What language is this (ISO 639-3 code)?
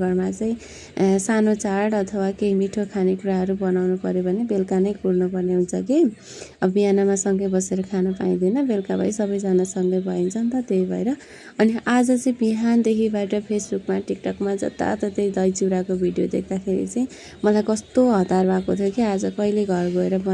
nep